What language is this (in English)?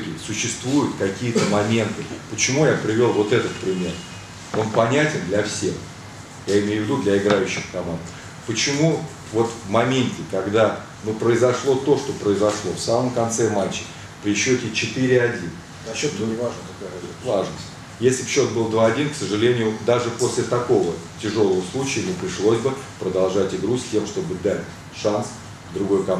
Russian